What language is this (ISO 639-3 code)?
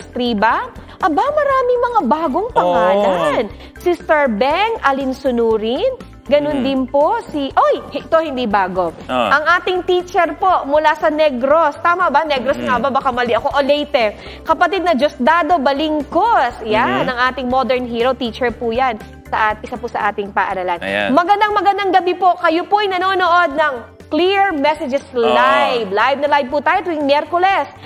fil